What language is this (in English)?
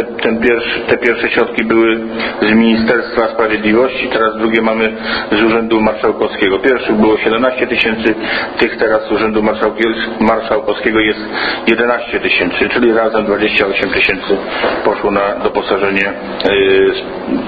Polish